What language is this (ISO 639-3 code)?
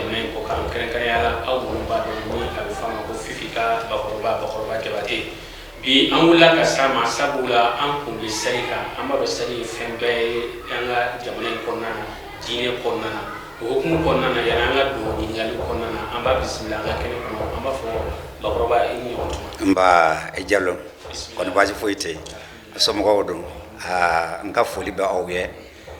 bam